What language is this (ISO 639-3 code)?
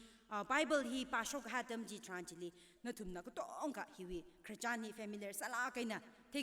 nmf